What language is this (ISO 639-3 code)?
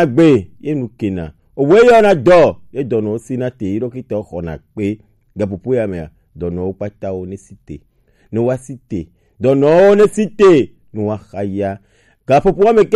gej